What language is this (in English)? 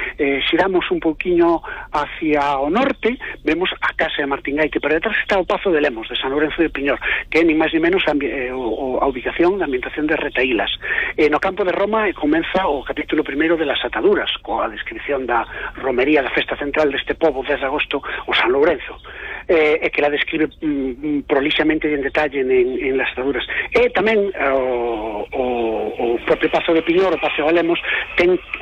Galician